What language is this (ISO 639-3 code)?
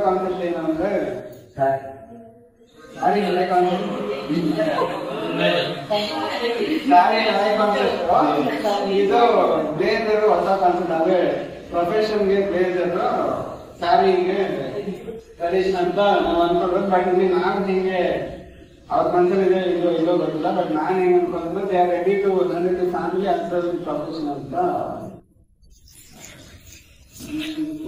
kan